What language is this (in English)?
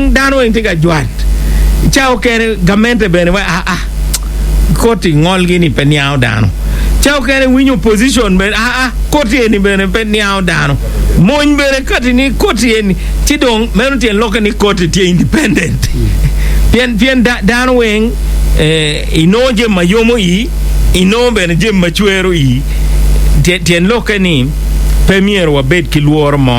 Acoli